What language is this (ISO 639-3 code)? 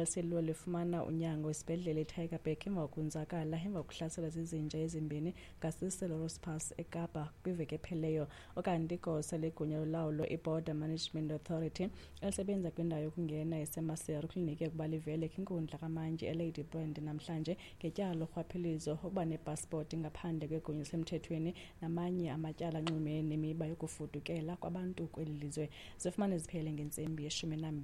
xho